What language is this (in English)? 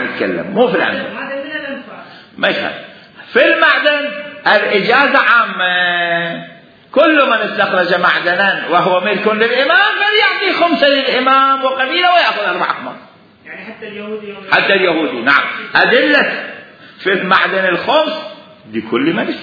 Mesopotamian Arabic